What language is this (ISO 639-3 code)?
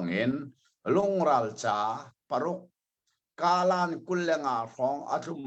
cnh